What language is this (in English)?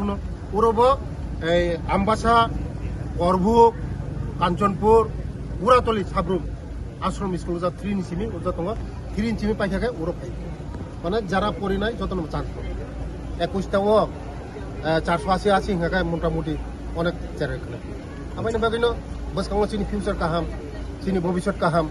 Kok Borok